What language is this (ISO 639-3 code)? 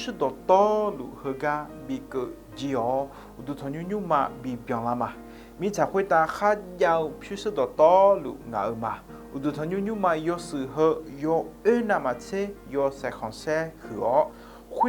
ahk